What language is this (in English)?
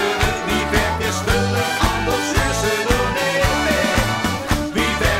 Limburgish